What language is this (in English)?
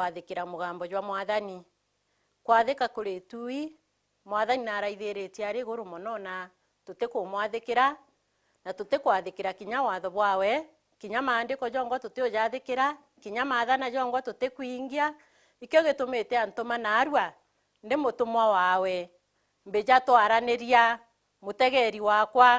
Meru